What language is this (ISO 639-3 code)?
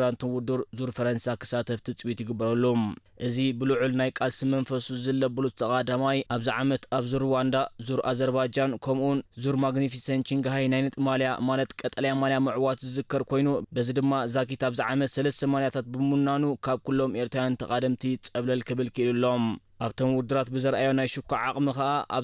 tir